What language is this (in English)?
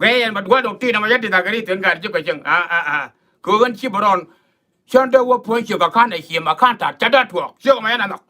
Nuer